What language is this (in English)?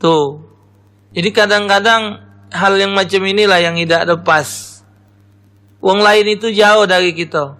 Musi